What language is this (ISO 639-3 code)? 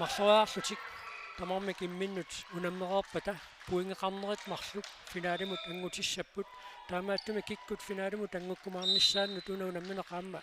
kal